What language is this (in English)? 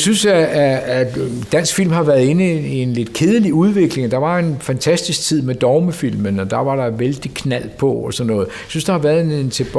Danish